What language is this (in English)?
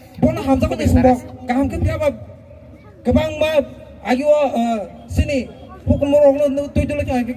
Kok Borok